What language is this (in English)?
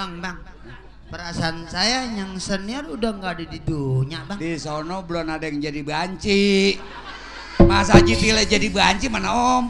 Betawi